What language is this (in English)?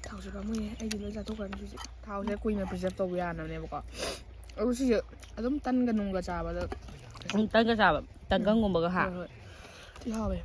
Manipuri